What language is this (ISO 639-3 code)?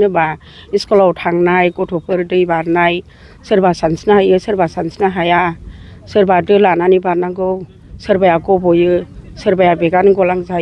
brx